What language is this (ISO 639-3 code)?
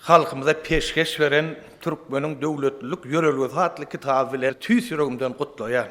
tuk